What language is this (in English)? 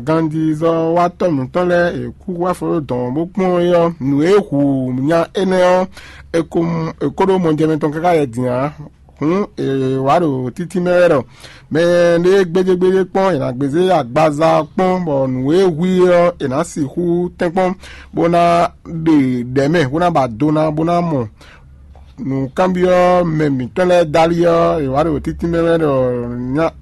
Fon